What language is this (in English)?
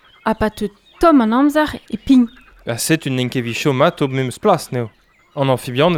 Breton